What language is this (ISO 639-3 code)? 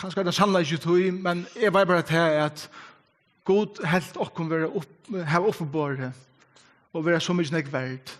fao